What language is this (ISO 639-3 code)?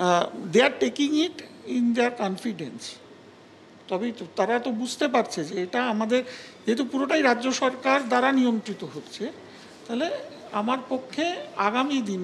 ben